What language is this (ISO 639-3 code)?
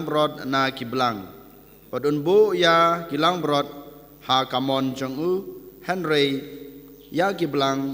kha